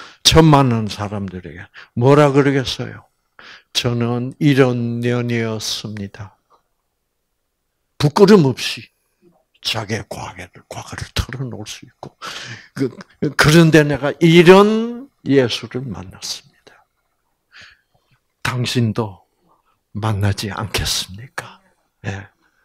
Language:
Korean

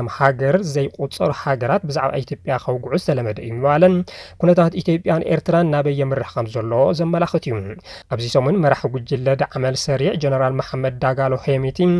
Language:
Tigrinya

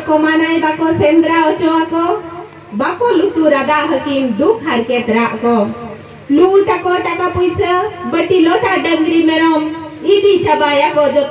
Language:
Santali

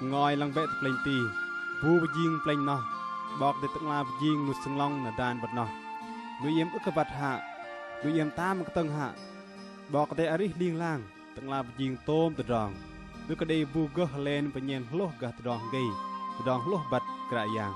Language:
Bahnar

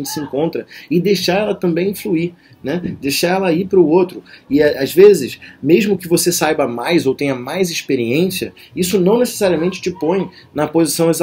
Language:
Portuguese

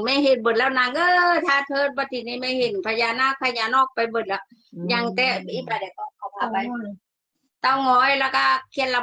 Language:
Northeastern Thai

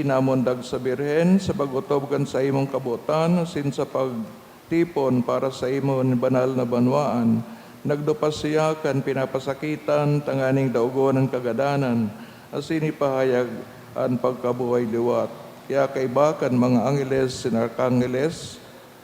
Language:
Bikol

